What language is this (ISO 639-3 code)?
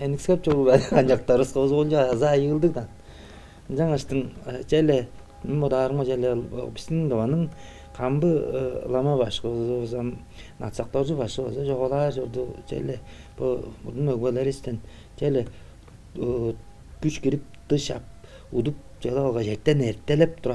tyv